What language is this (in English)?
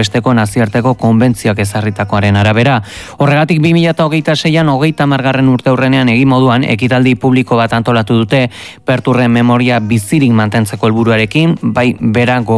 Basque